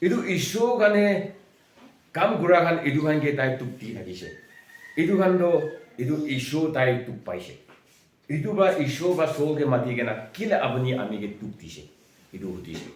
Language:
Konyak Naga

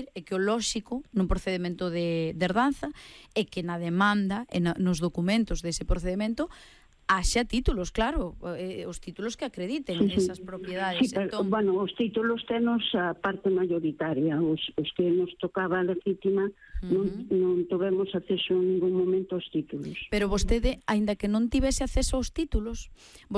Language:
Galician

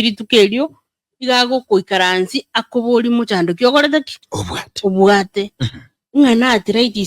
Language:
Gusii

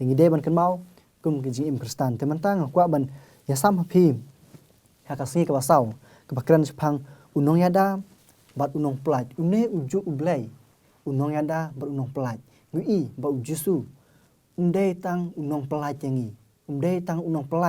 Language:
Khasi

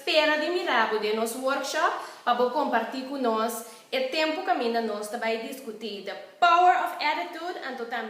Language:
Papiamento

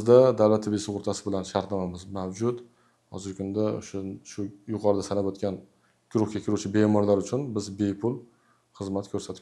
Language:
Uzbek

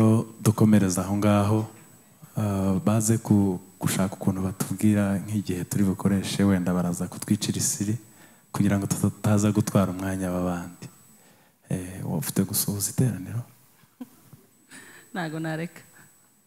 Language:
Kinyarwanda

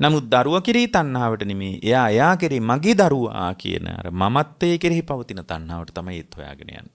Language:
Sinhala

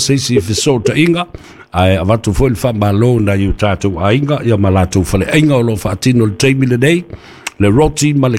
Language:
Samoan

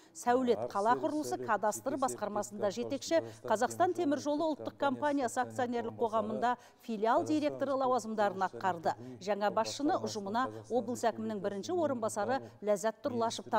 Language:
Kazakh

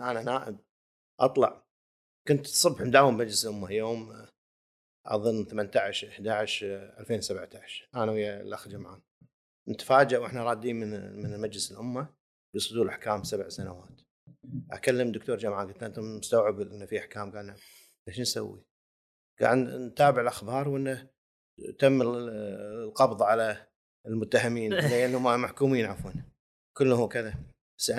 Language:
Gulf Arabic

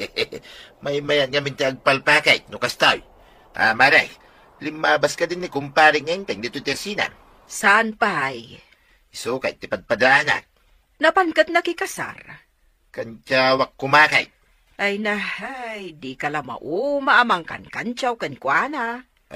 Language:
Iloko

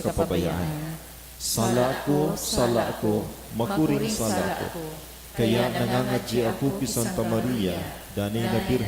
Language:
Bikol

